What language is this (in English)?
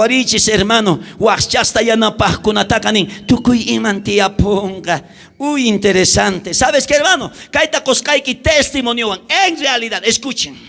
South Bolivian Quechua